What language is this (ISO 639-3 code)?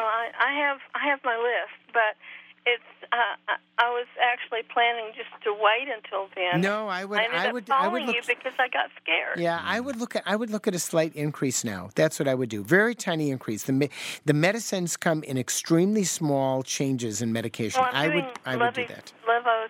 eng